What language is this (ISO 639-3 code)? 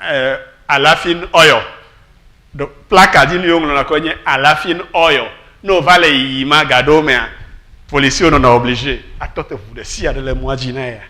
ewe